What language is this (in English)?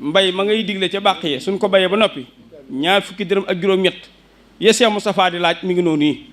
Wolof